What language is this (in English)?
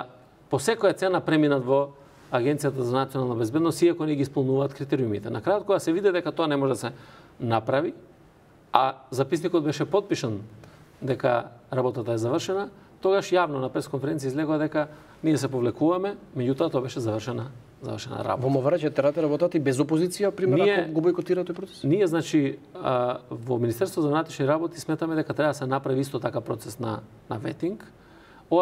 Macedonian